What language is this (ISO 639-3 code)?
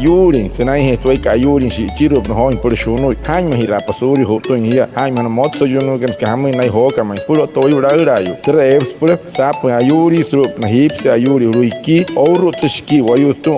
guc